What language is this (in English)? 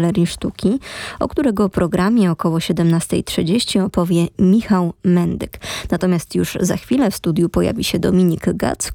Polish